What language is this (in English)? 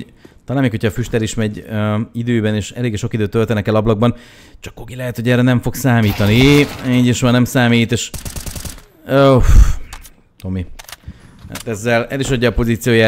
Hungarian